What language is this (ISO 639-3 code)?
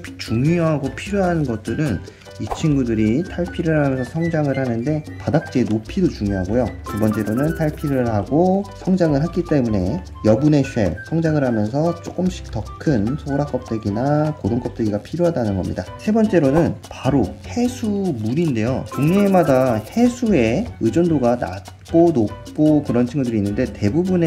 kor